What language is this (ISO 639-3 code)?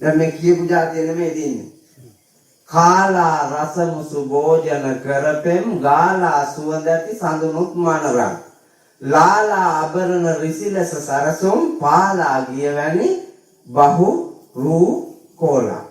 sin